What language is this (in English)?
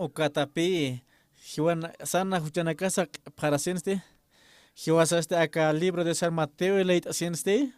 Aymara